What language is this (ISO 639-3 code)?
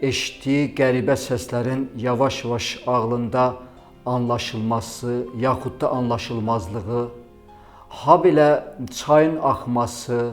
aze